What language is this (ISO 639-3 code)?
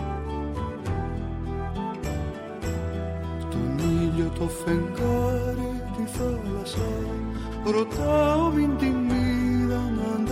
ell